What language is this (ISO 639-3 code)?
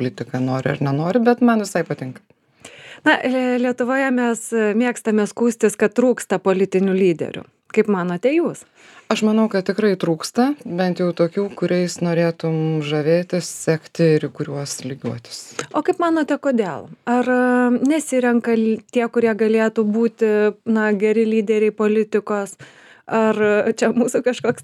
lit